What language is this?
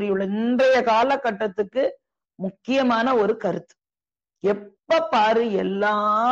Tamil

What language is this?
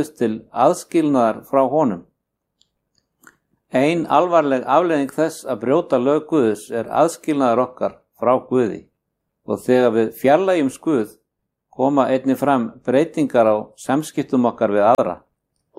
Icelandic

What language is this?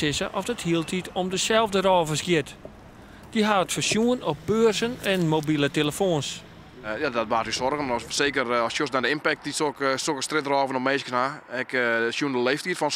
Western Frisian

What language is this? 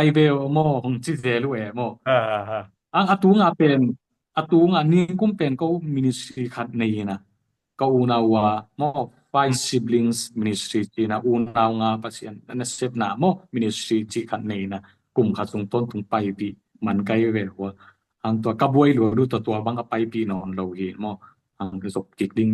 Tedim Chin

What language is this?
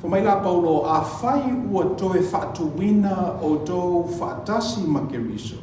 Samoan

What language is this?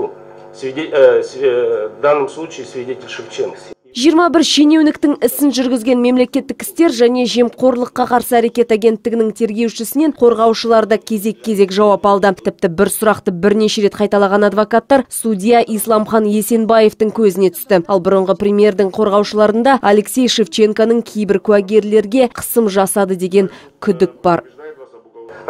Kazakh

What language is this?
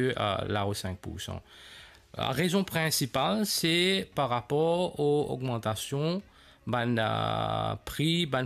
Morisyen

